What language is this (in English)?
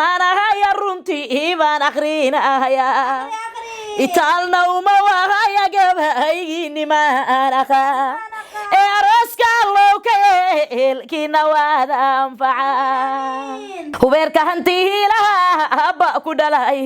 Somali